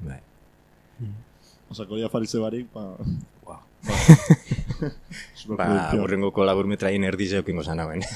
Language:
Basque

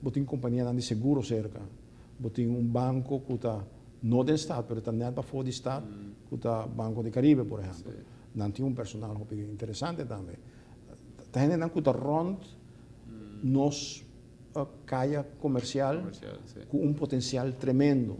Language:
Papiamento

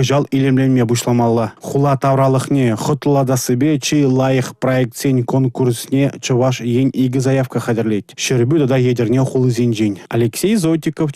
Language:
Chuvash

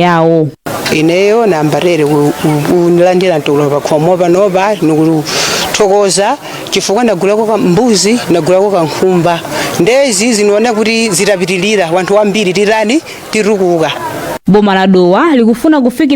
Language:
Nyanja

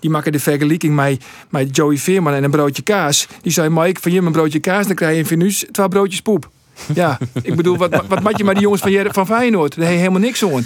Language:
Western Frisian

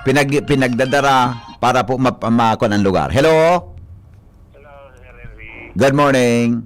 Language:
Bikol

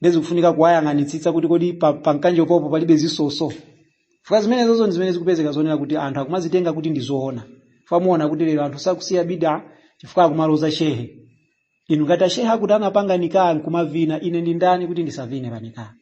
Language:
Nyanja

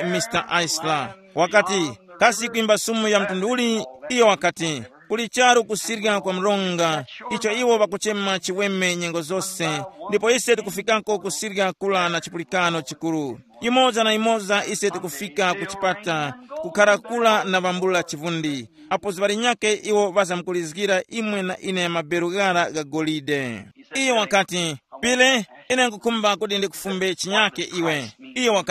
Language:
Tumbuka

